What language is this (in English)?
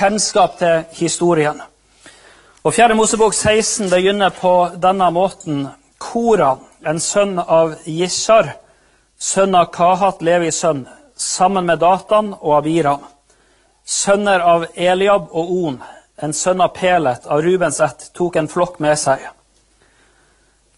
Norwegian